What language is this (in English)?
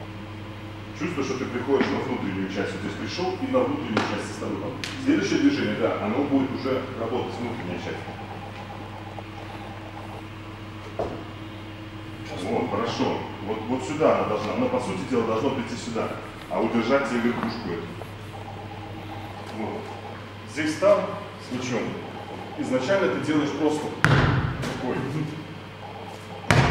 Russian